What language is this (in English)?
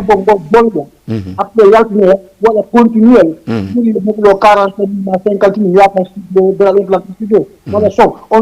Fula